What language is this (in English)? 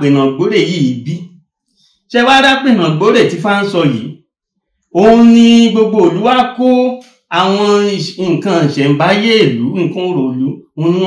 Yoruba